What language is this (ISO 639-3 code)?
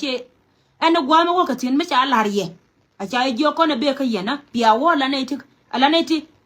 nus